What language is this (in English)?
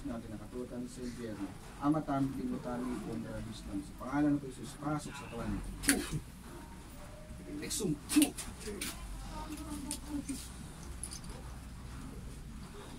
Filipino